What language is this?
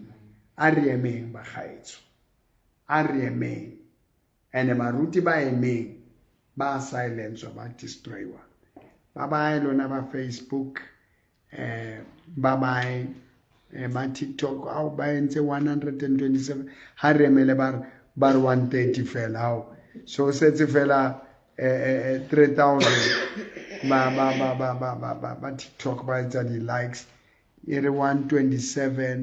Southern Sotho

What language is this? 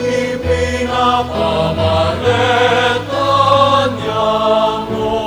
Bikol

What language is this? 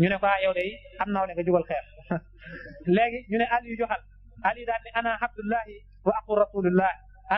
Wolof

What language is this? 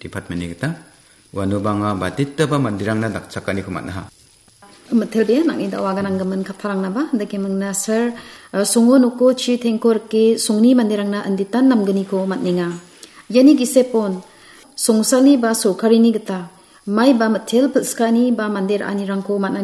Garo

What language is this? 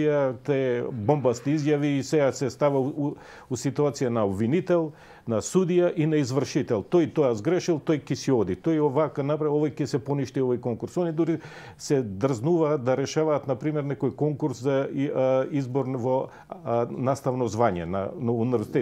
Macedonian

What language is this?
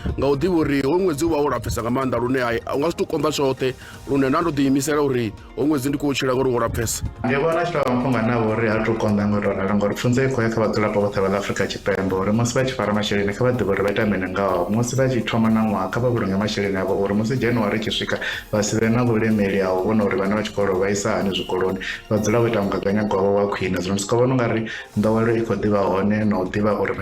Venda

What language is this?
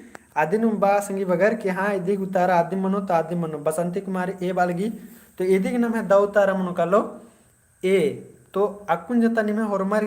Kurukh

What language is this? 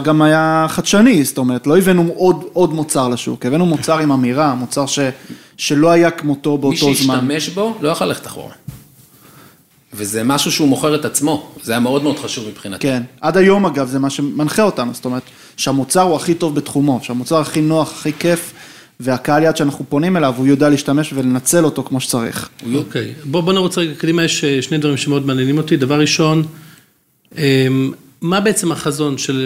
Hebrew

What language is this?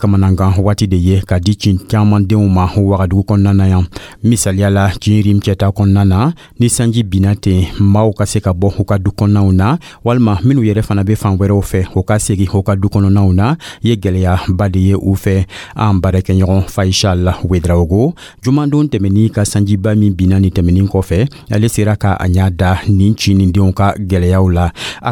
Dyula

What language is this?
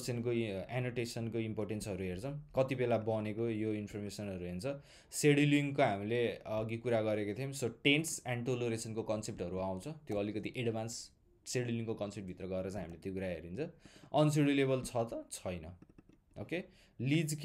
Nepali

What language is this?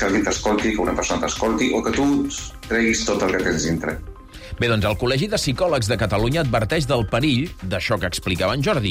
Catalan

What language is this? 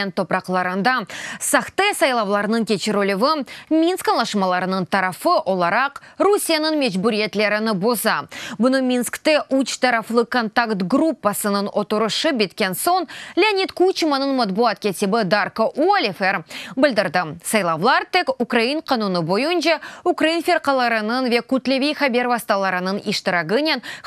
Crimean Tatar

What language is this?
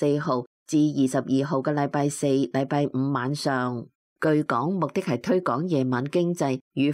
Cantonese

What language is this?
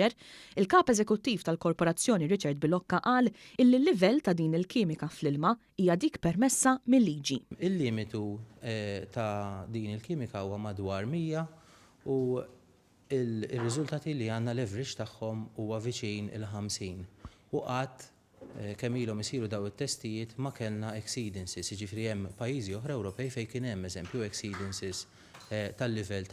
Maltese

